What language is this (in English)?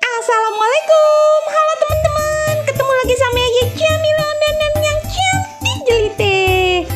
Betawi